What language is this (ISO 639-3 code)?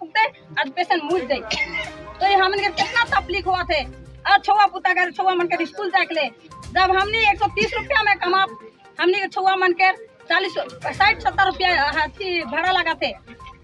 sck